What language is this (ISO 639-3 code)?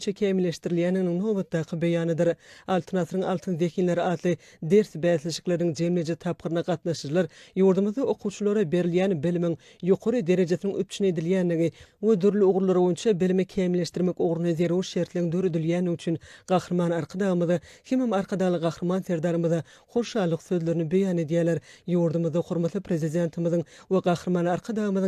tuk